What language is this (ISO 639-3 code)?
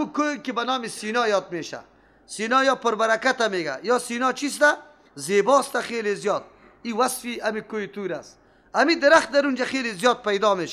fas